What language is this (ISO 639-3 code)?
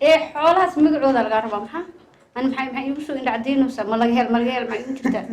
som